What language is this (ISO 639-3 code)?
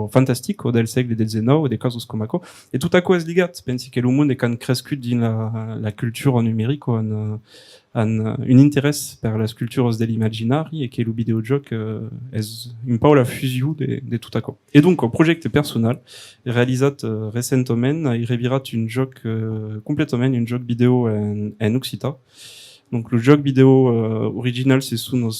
oci